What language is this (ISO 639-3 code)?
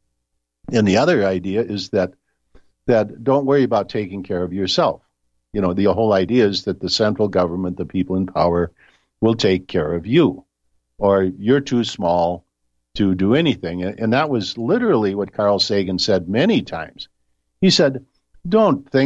eng